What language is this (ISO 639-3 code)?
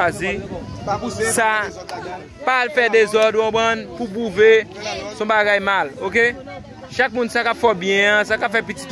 hat